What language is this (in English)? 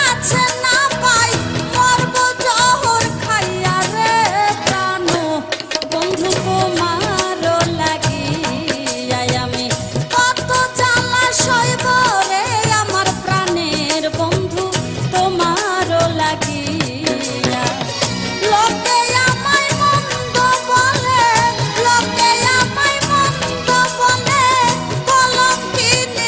Bangla